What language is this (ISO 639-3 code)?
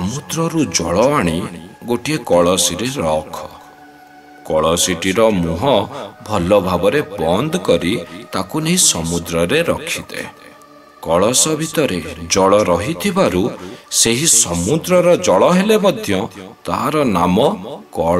ori